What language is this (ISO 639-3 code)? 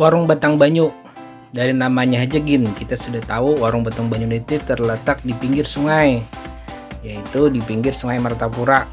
bjn